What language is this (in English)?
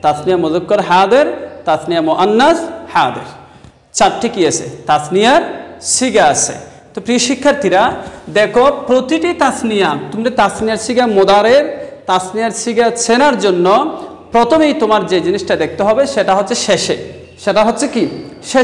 Bangla